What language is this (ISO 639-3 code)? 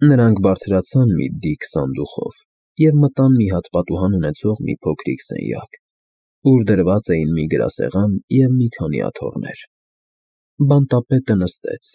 hye